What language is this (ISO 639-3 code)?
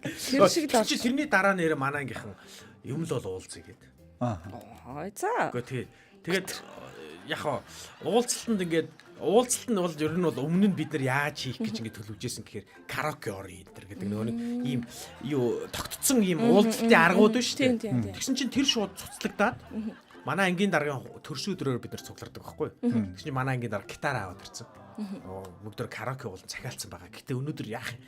mon